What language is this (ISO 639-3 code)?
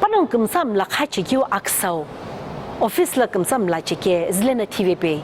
nsm